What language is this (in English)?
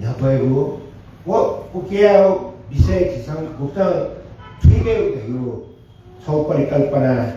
Newari